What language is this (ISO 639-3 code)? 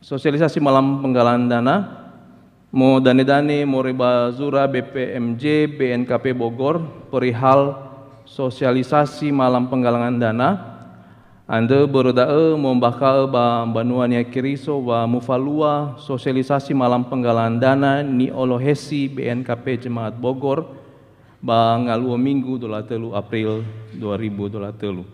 nia